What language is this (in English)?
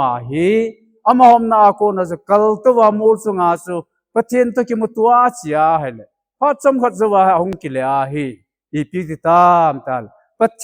Thado Chin